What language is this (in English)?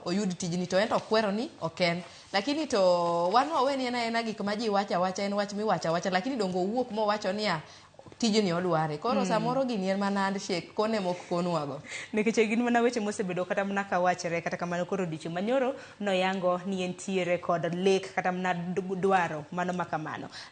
Luo (Kenya and Tanzania)